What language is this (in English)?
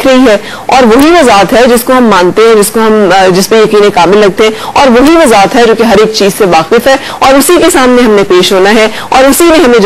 Urdu